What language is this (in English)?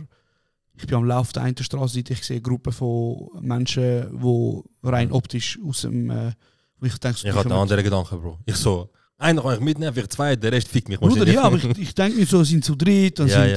Swiss German